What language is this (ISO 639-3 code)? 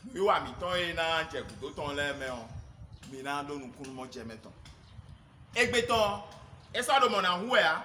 fon